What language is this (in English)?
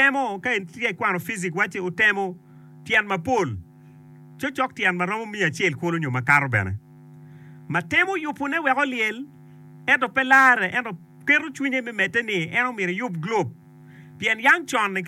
Acoli